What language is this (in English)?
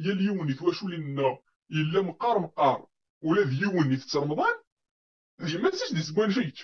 Kabyle